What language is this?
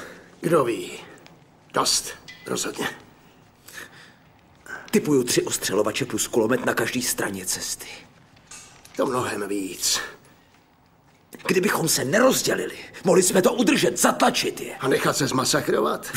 Czech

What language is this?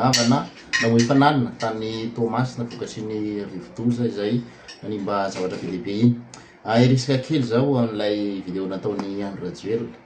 Malagasy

